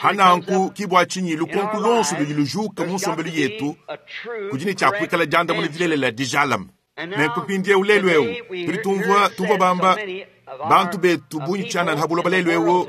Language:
Luba-Lulua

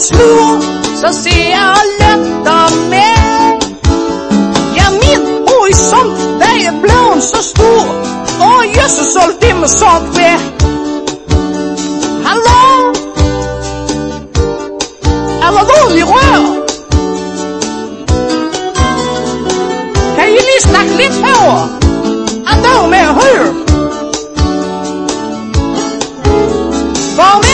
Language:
Danish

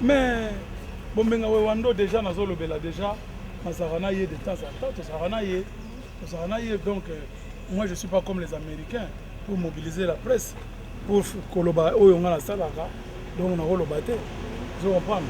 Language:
Lingala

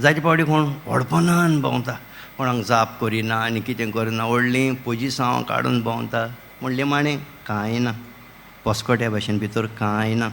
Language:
Konkani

